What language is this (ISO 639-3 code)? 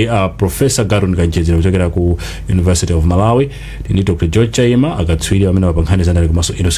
nya